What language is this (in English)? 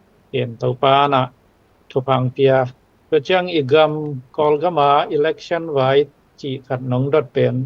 Tedim Chin